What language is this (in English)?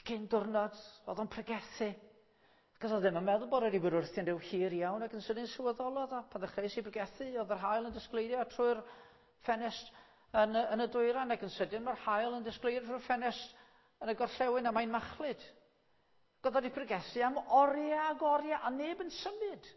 Welsh